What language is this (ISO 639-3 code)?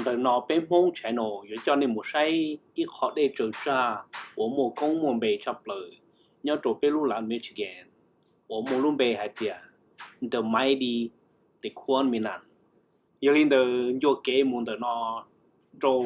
hmn